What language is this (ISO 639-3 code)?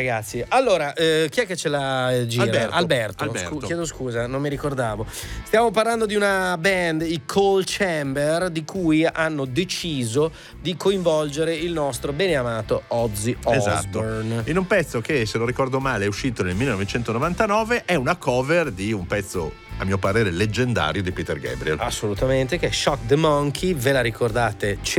ita